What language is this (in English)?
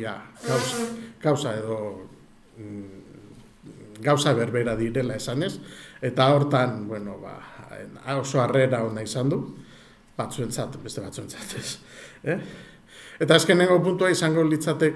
Basque